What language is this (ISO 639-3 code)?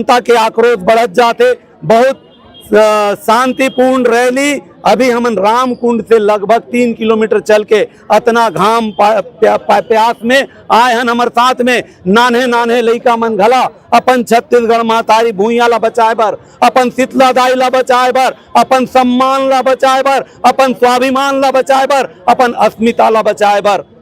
hne